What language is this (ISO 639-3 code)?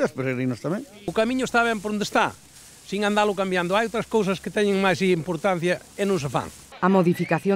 glg